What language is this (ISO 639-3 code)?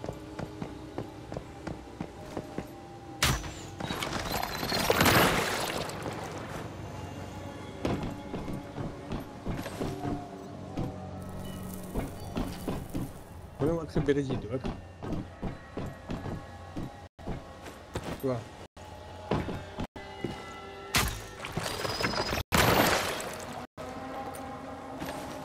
afr